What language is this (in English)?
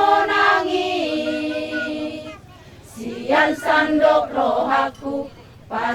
Batak Toba